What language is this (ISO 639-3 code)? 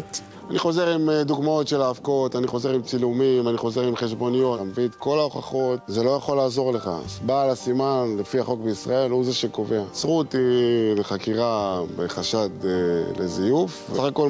heb